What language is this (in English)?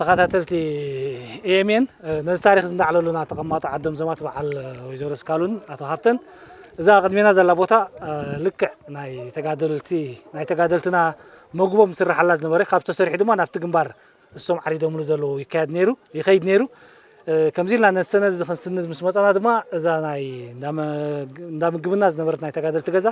Tigrinya